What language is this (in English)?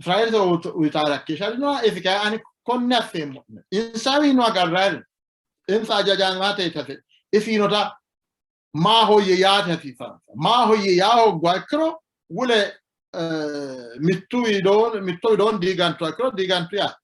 Sidamo